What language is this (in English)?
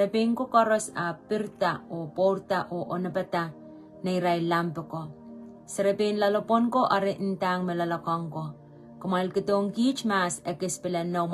Pohnpeian